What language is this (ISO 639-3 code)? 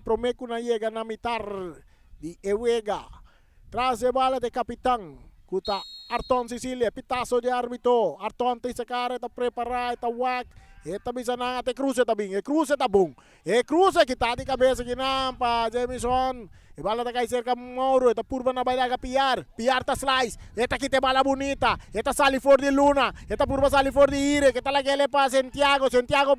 pap